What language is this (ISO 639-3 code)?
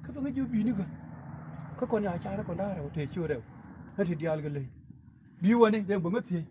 nus